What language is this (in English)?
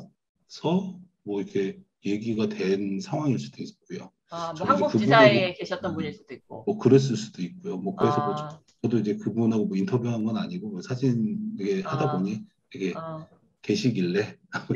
Korean